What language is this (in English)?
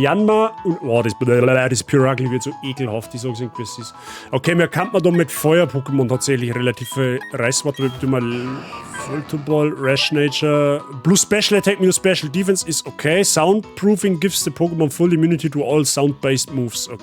Bavarian